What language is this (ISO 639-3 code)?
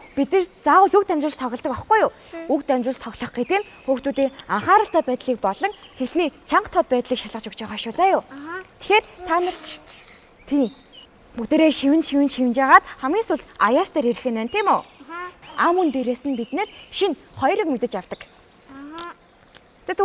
mon